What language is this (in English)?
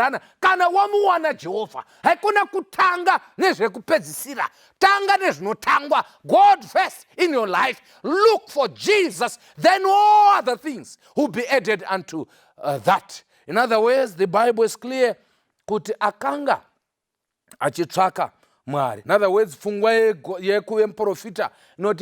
Shona